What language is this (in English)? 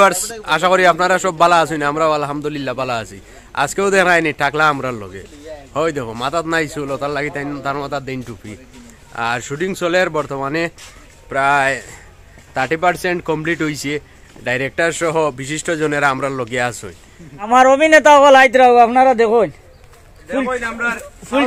Sylheti